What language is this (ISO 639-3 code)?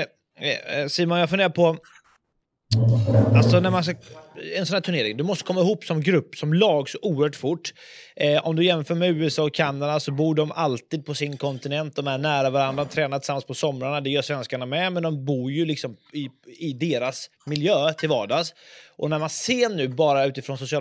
swe